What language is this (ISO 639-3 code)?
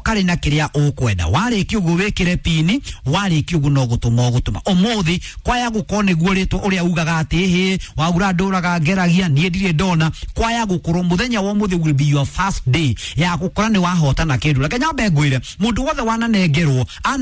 kik